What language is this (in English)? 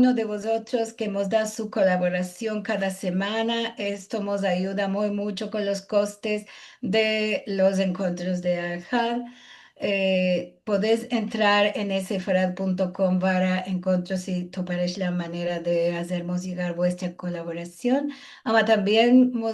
Ladino